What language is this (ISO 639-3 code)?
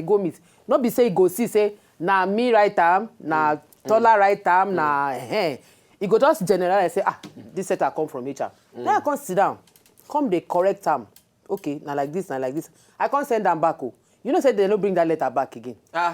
pcm